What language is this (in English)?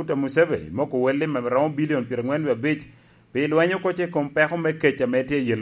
Lango (Uganda)